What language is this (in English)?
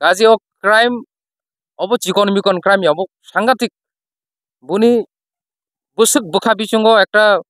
Kok Borok